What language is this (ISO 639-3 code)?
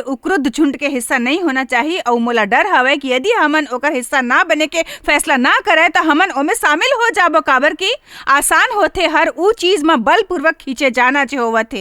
hne